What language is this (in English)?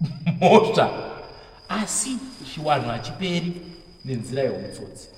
Shona